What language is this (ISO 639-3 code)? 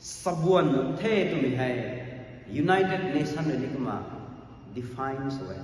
nbu